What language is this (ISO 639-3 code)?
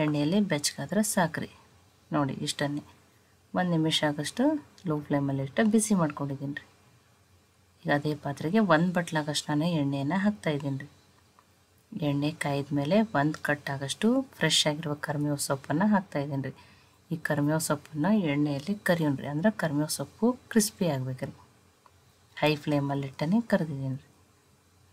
kan